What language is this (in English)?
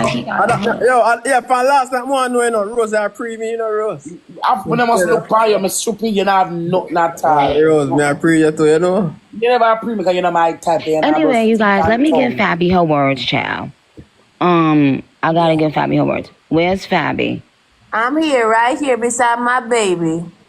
Jamaican Creole English